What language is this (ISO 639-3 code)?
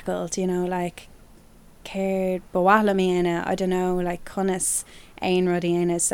gle